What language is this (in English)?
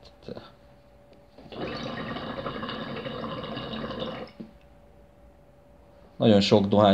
Hungarian